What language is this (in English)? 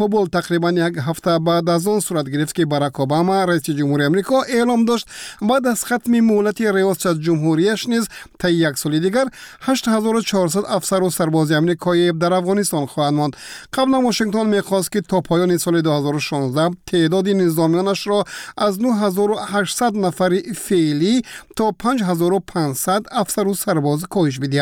Tajik